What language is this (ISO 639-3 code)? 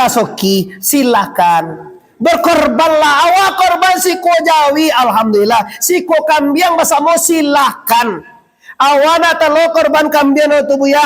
min